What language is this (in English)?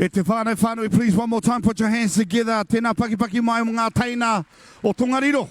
Māori